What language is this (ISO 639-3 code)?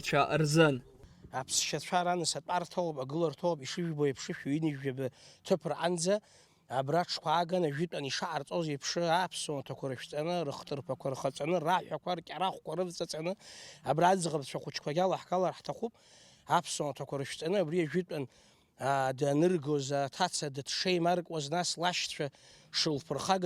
abk